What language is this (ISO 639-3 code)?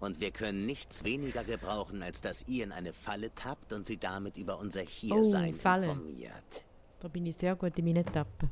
gsw